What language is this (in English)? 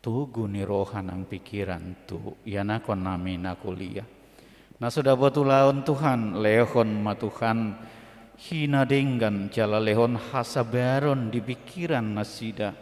Batak Toba